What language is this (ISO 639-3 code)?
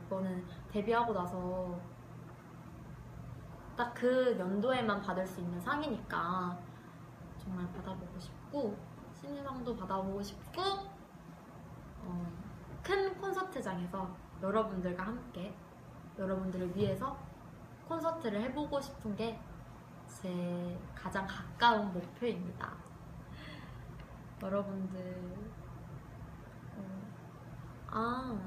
kor